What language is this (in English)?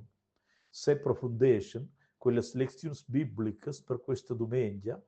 Romansh